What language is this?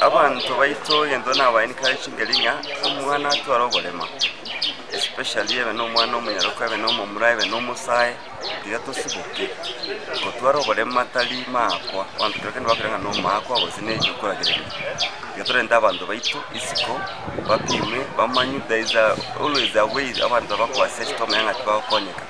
Gusii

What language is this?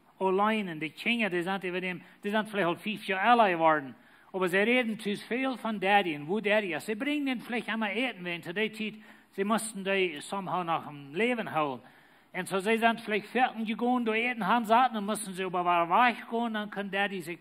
Plautdietsch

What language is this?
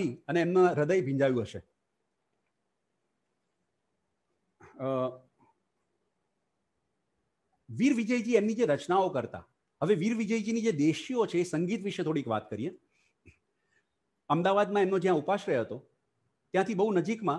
Gujarati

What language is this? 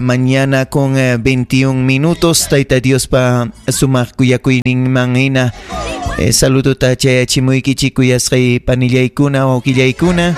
Ayacucho Quechua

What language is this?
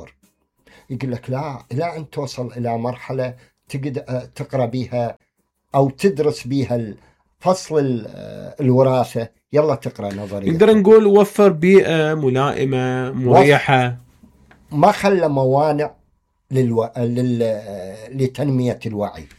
Mesopotamian Arabic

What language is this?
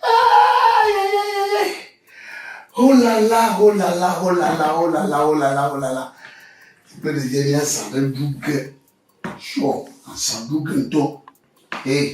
Ewe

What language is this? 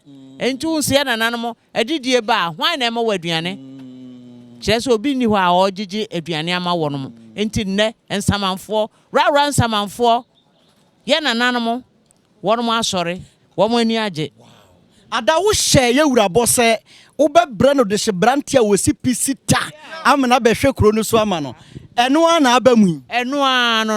Akan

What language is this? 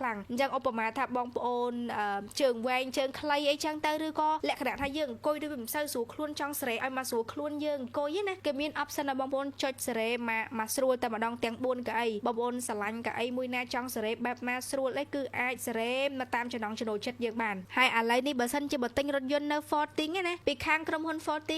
Khmer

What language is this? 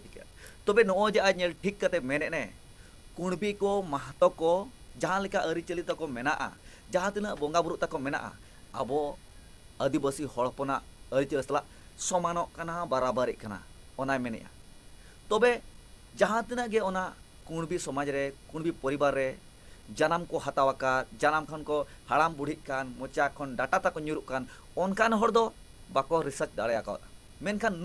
Santali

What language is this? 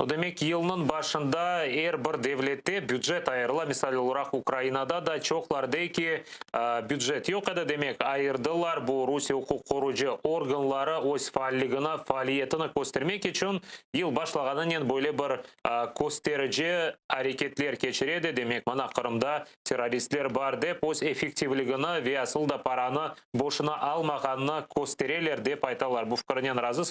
Crimean Tatar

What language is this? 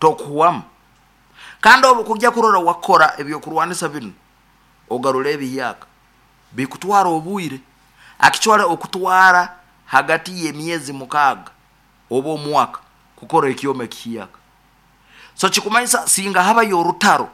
Nyankole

